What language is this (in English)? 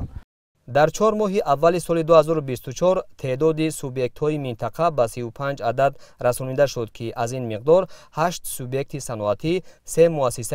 Tajik